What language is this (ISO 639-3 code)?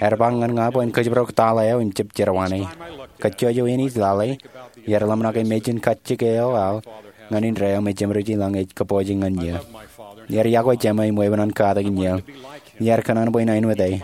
mah